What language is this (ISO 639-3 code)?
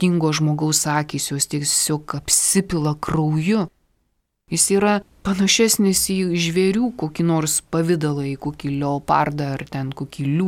lit